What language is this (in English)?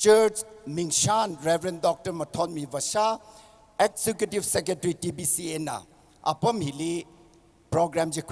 Tangkhul Naga (India)